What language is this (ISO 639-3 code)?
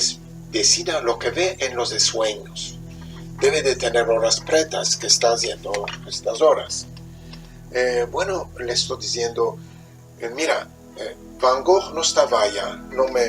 lad